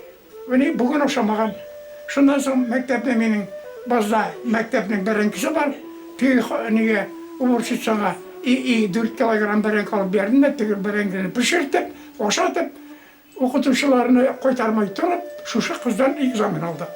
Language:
Bashkir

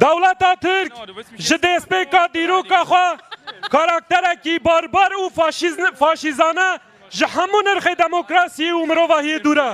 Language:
Kurdish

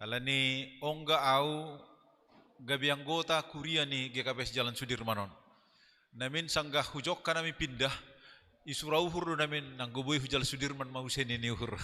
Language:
Batak Simalungun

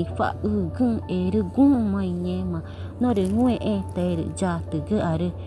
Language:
Ticuna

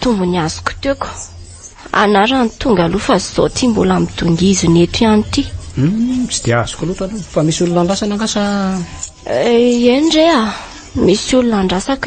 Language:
Malagasy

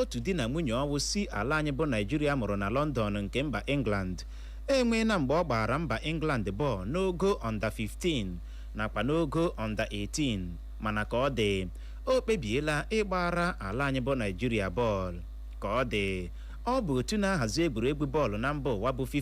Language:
Igbo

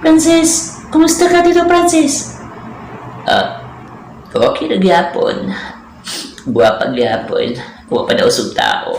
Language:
Cebuano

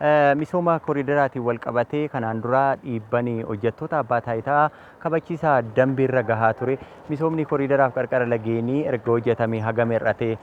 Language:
Oromo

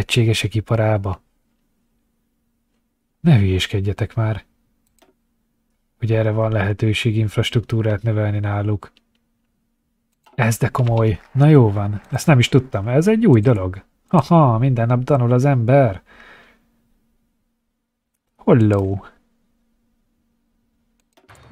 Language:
Hungarian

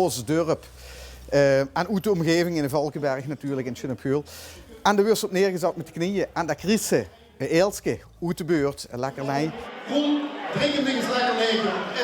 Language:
Limburgish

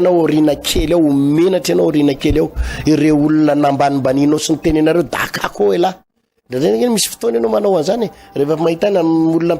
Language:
Malagasy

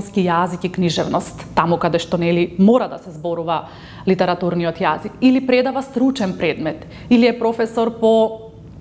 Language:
Macedonian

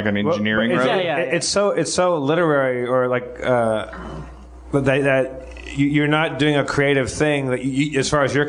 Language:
English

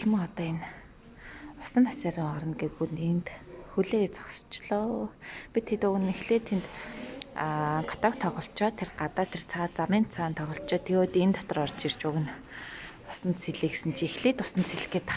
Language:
Mongolian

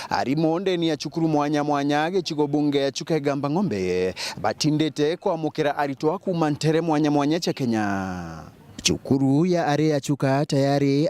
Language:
Meru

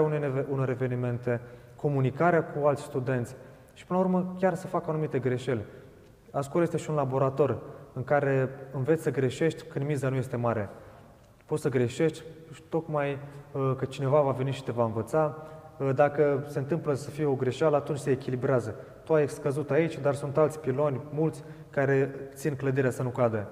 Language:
Romanian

